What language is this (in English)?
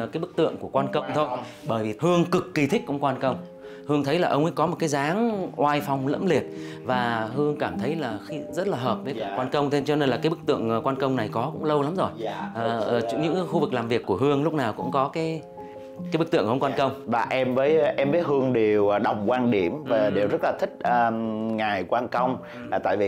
Vietnamese